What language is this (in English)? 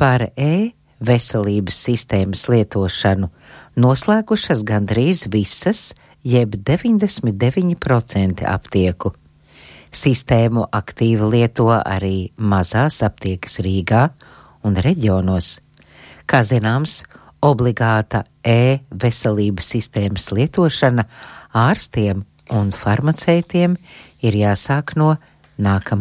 Latvian